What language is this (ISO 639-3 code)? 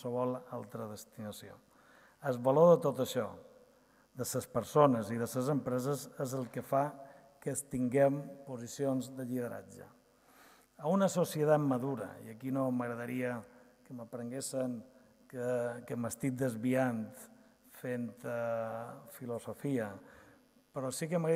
cat